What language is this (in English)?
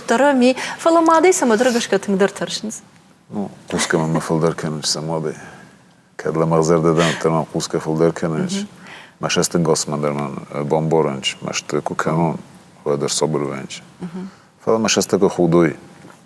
Ossetic